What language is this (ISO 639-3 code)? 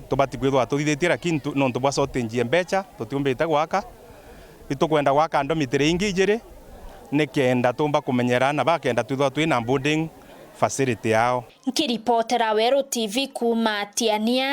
mer